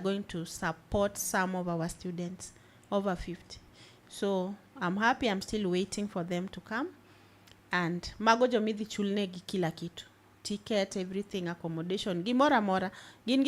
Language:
Luo (Kenya and Tanzania)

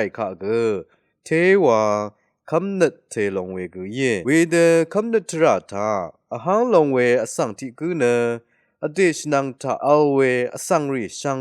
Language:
Rawang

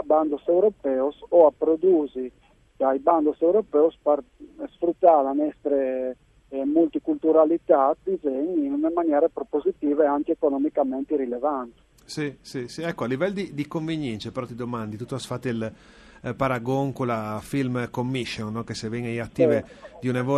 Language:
Friulian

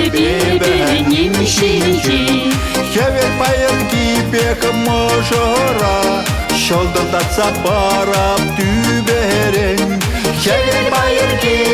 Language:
Chuvash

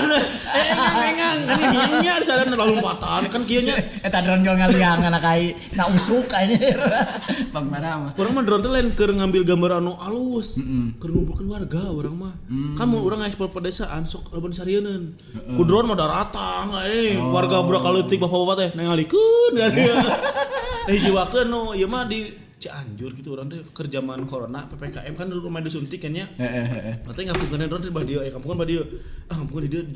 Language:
Sundanese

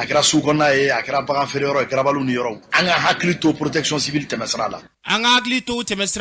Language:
Bambara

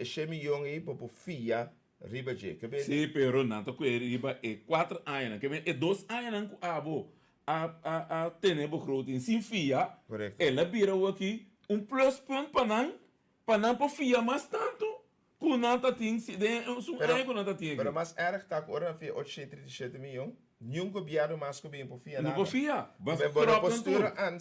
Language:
Papiamento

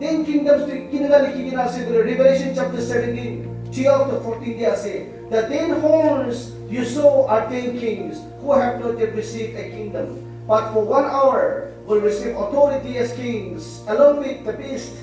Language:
Naga Pidgin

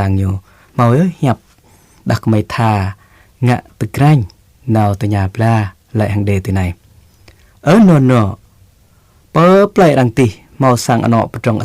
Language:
Jarai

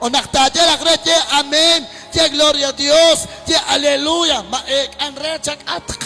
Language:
Kekchí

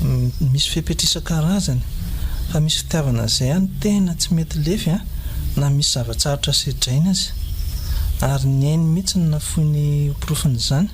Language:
Malagasy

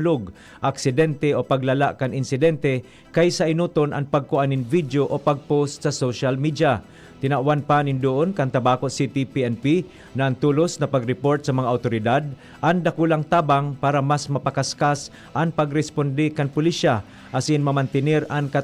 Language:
Bikol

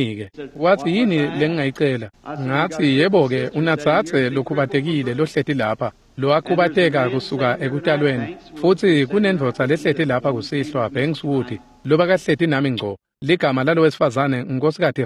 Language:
Swati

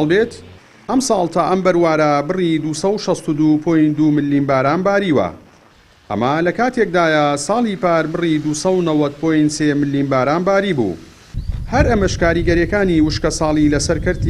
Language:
Central Kurdish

